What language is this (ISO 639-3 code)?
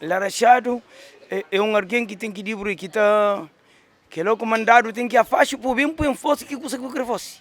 kea